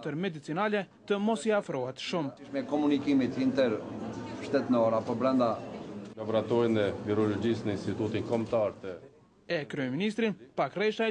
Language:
Albanian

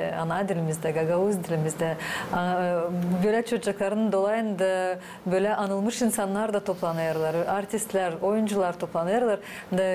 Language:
Gagauz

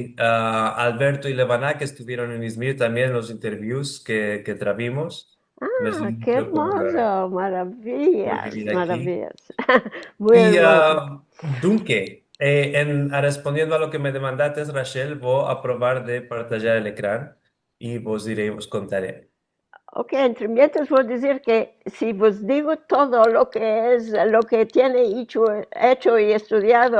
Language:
Ladino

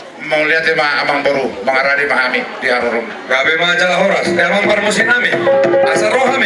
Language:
Batak Toba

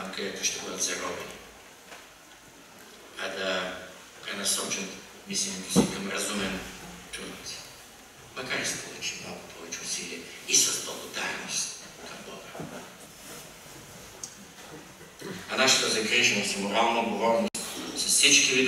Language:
Bulgarian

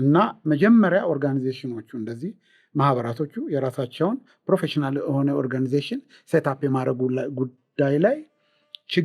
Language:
Amharic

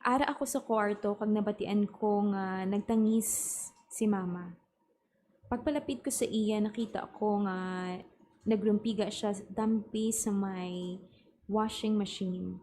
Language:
Hiligaynon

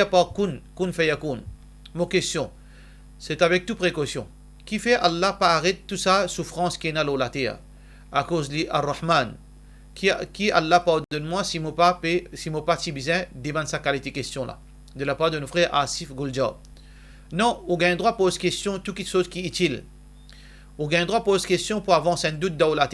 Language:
Morisyen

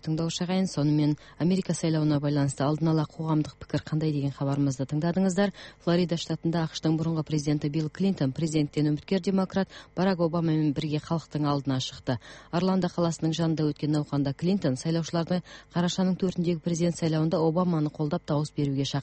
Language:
Kazakh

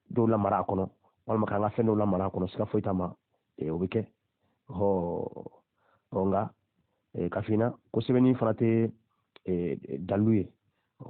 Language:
Bambara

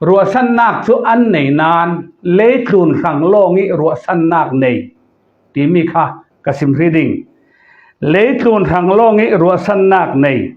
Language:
Falam Chin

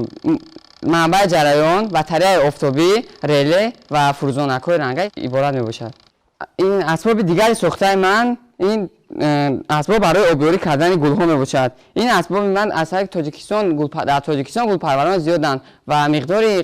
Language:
Tajik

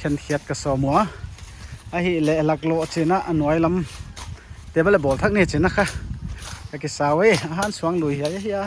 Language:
Paite Chin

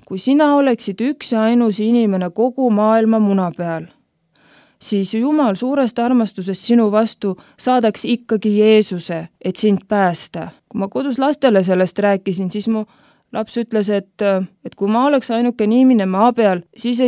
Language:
Estonian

